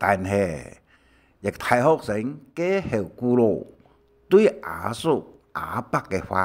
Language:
Hakka Chinese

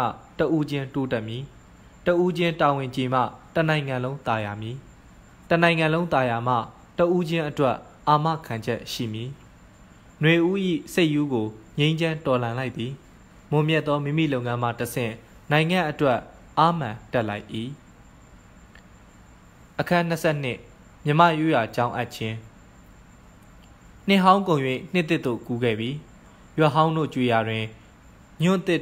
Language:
Burmese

